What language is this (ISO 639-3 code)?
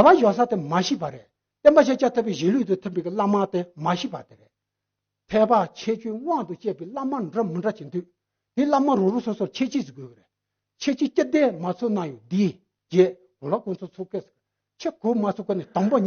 bod